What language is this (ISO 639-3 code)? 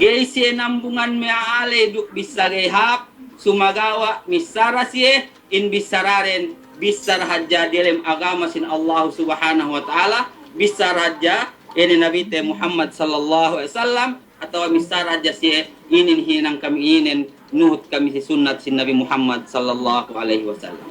yka